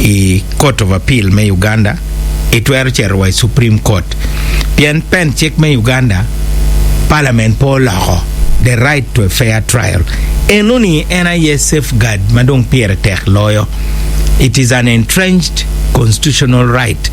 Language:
Acoli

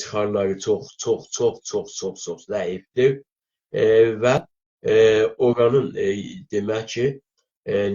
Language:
South Azerbaijani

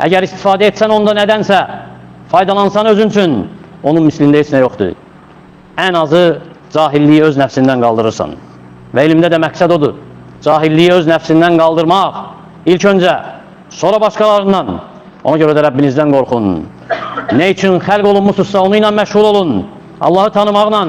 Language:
Azerbaijani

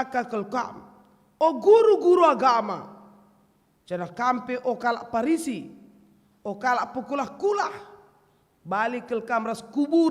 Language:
Batak Karo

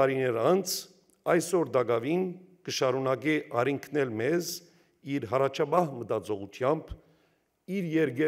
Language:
Western Armenian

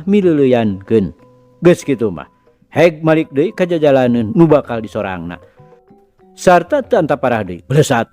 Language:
Sundanese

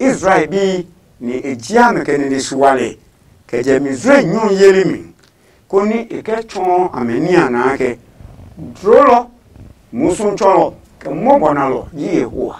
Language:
Adangme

